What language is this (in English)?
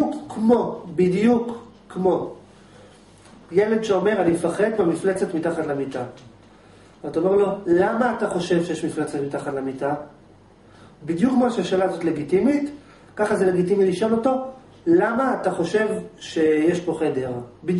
Hebrew